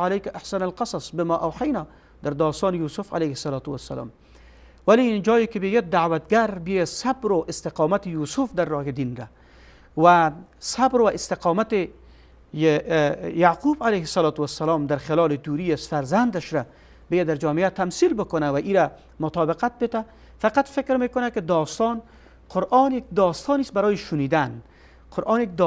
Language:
Persian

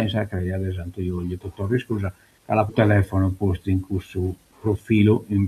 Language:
Sardinian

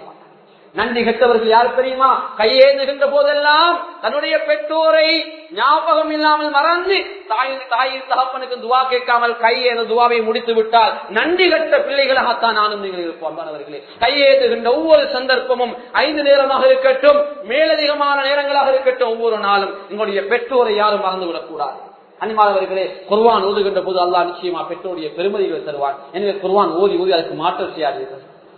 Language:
Tamil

